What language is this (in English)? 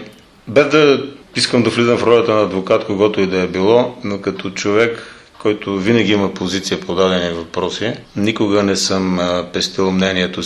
Bulgarian